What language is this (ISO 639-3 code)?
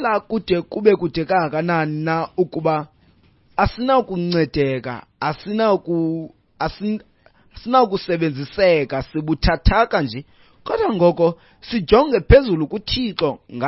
xho